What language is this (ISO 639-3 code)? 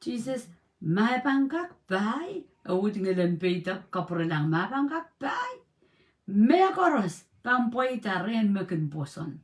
pon